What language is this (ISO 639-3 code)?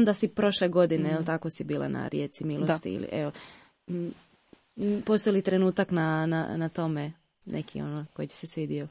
hrv